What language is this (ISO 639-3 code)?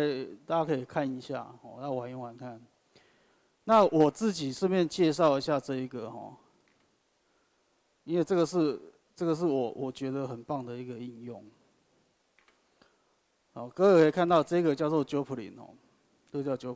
zho